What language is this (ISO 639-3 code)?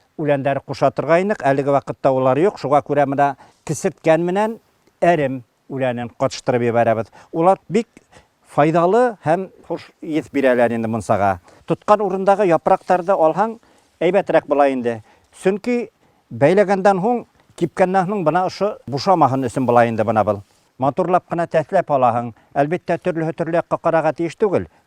bak